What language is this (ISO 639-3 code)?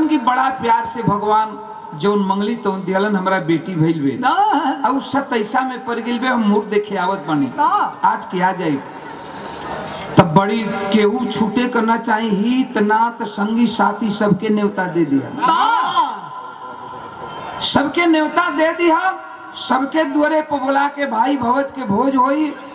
bho